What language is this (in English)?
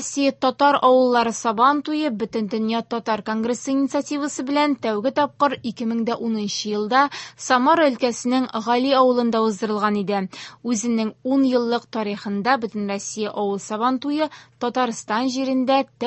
Tatar